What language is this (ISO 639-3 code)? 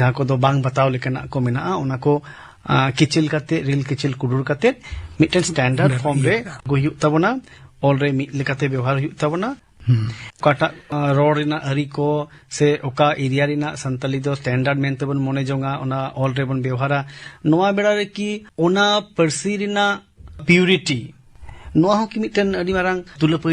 sat